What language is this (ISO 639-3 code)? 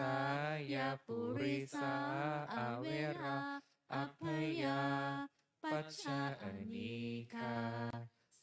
pli